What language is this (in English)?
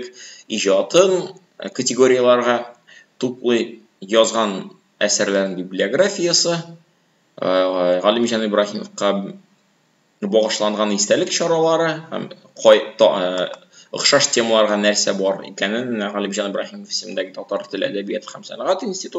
Tatar